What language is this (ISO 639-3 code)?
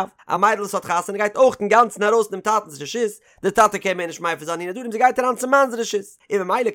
yid